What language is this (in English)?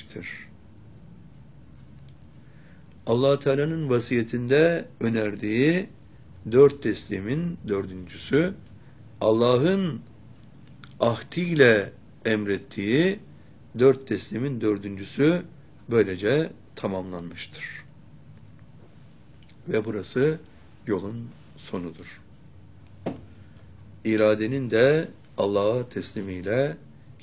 Turkish